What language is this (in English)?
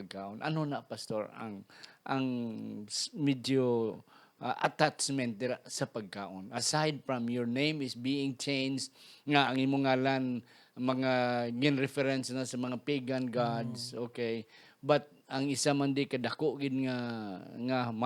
Hiligaynon